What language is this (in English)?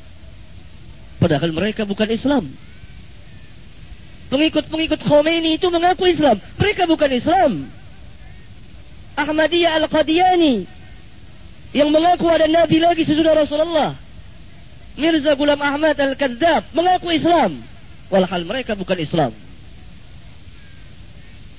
Malay